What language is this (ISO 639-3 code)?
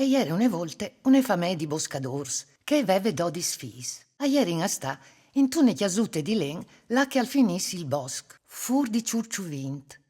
fur